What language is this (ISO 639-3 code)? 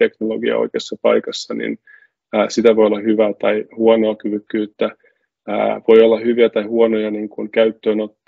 fin